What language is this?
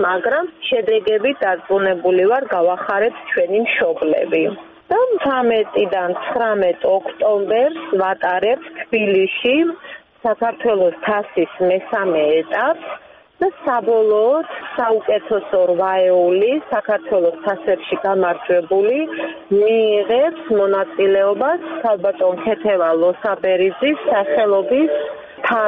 Georgian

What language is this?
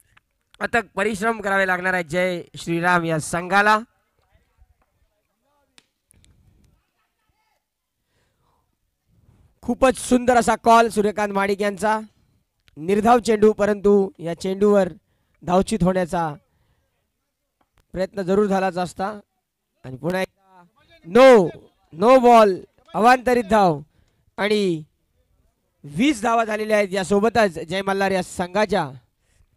Marathi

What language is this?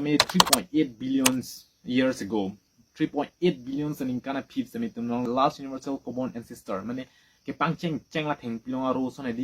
Karbi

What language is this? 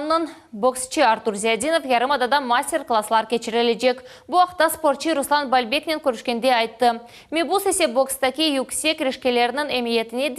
Crimean Tatar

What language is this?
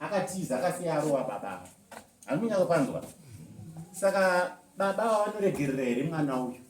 Shona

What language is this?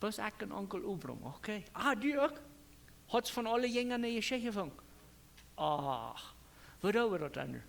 Plautdietsch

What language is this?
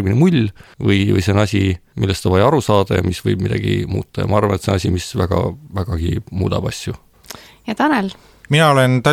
Estonian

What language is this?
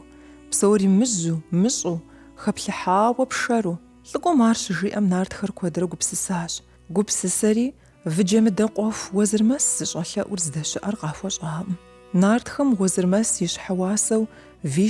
Kabardian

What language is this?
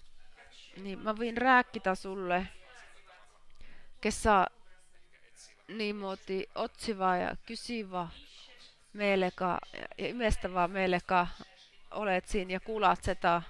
Finnish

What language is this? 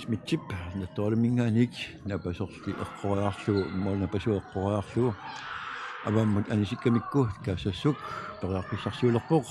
Kalaallisut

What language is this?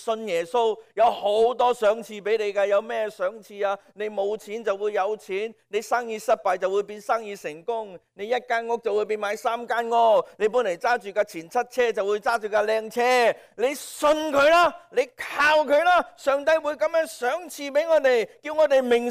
Cantonese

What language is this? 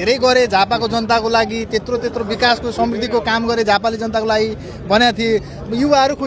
Nepali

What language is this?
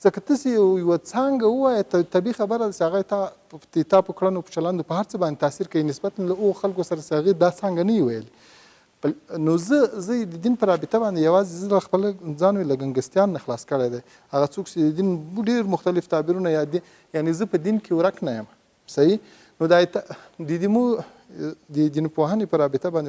Pashto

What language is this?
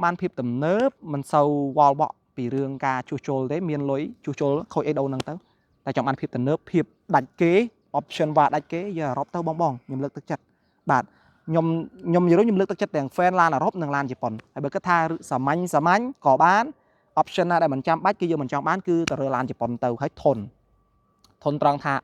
Khmer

